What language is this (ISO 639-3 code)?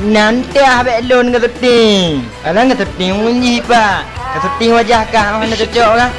ace